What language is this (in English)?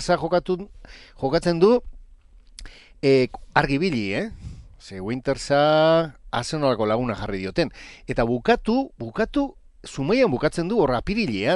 Basque